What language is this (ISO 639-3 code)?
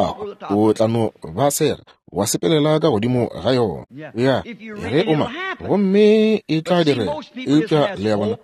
nso